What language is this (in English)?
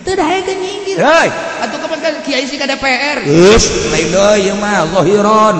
Sundanese